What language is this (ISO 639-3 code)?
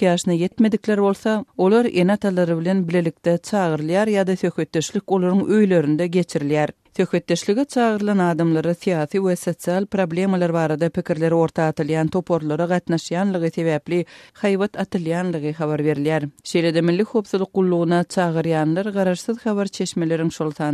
tuk